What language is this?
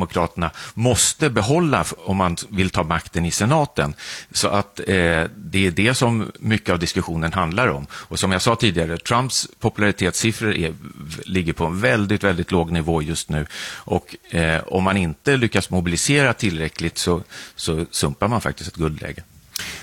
Swedish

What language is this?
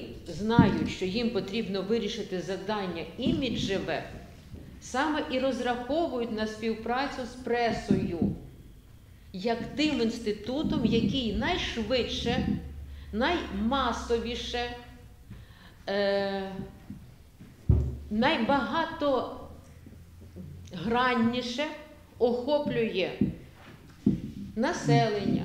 Ukrainian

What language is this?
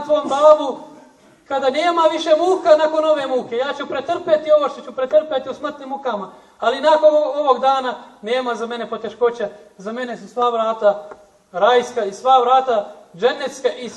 Bosnian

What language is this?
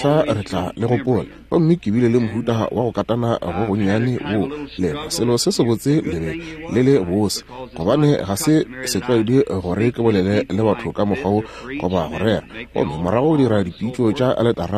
Northern Sotho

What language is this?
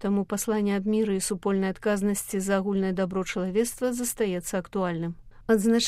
Belarusian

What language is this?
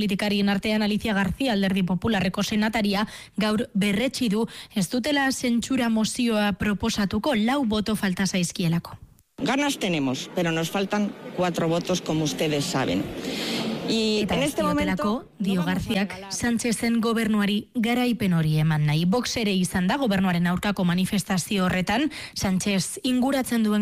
Basque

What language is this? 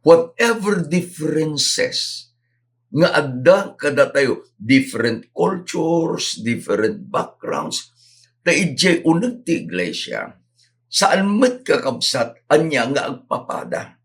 Iloko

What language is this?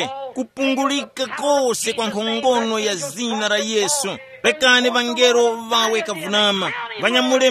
Tumbuka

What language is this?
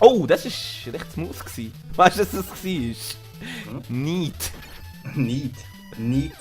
Swiss German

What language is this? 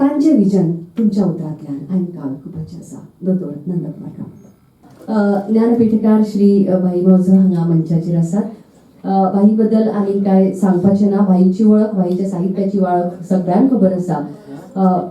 Konkani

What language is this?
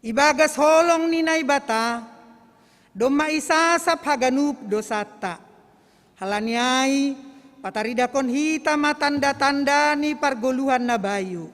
Batak Simalungun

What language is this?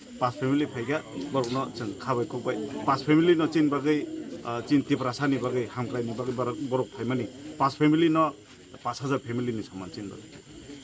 Kok Borok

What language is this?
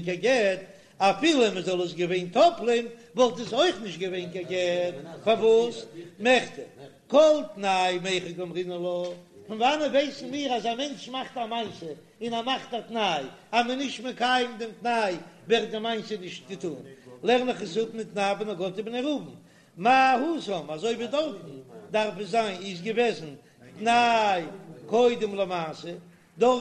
Yiddish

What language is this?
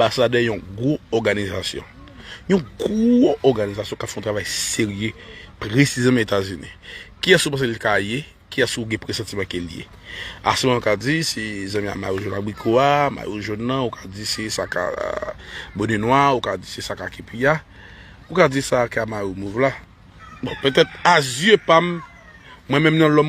Haitian Creole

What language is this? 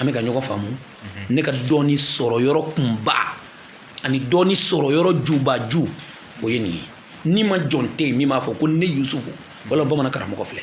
Bambara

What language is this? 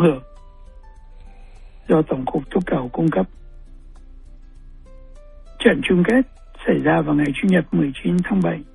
Vietnamese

